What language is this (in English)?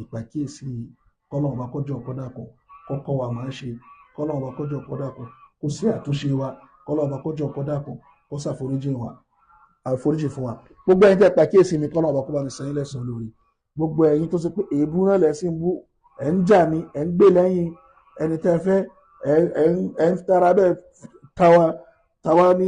Yoruba